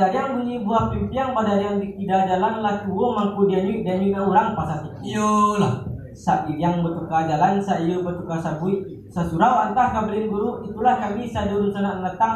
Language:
Minangkabau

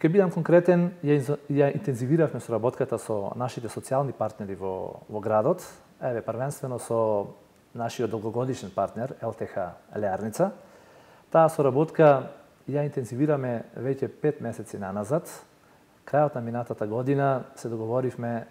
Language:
Macedonian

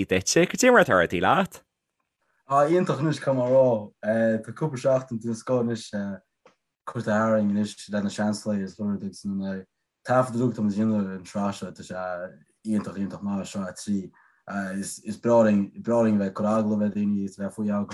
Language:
Irish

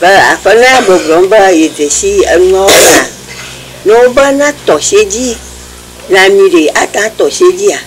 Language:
Ewe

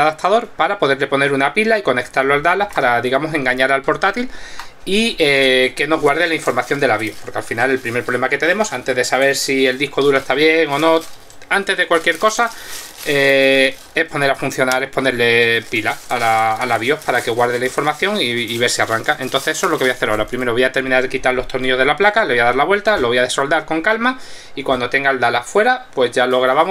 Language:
Spanish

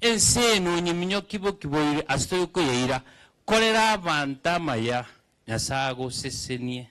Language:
Gusii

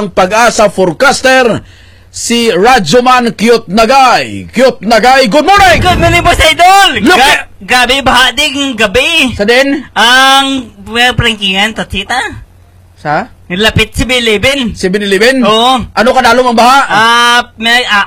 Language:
Hiligaynon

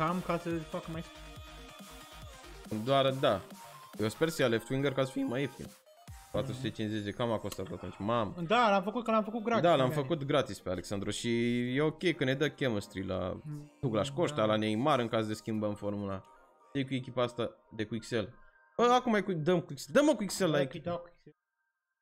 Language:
Romanian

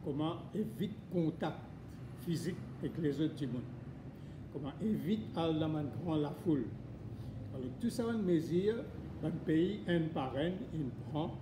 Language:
Morisyen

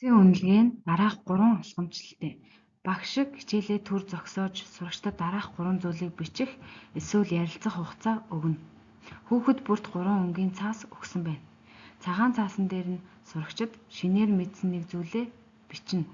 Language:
Mongolian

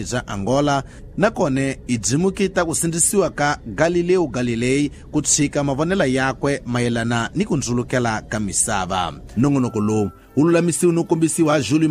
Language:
Tsonga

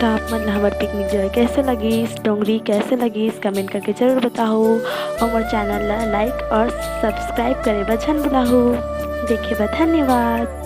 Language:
Chhattisgarhi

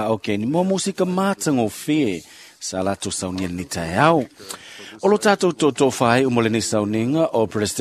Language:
Samoan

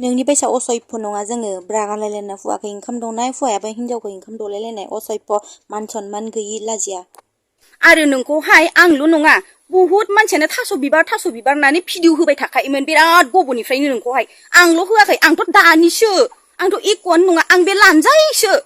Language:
Bodo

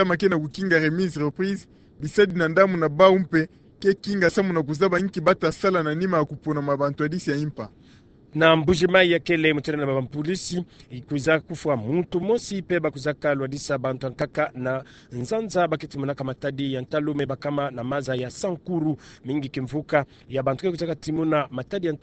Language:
Kituba (Democratic Republic of Congo)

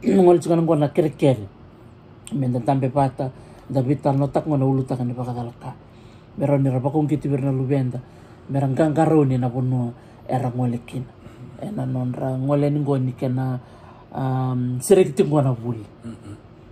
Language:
Fijian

